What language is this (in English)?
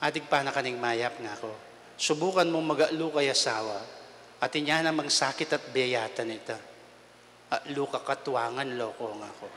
Pampanga